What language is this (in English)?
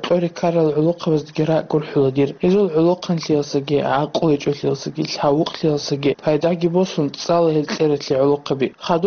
Avaric